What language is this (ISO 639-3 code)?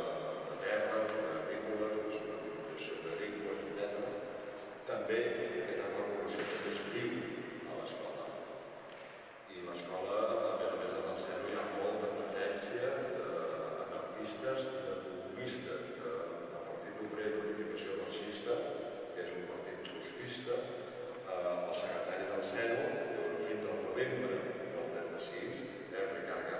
cat